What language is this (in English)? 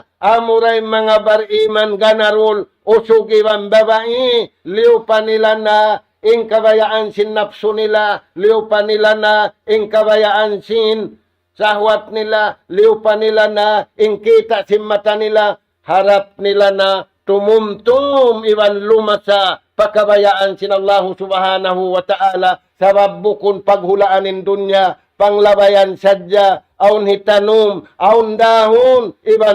Tausug